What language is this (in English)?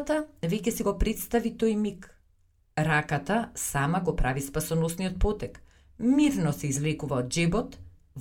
Macedonian